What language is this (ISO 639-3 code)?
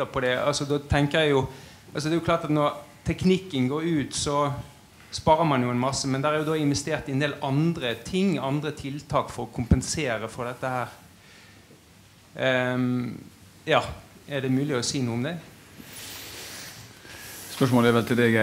nor